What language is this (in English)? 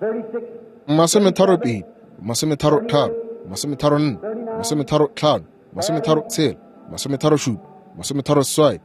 Northern Sotho